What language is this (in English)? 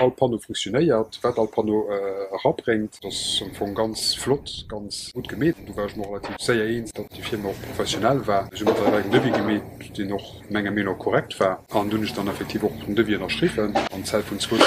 Luxembourgish